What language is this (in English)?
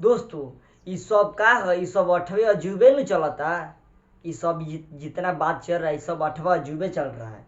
Bhojpuri